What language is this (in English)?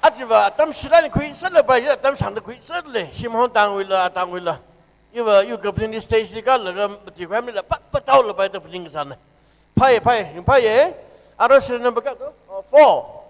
Tangkhul Naga (India)